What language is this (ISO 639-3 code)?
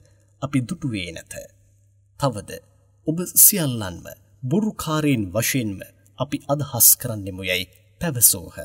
sin